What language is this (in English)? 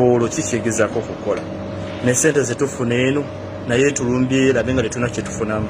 Ganda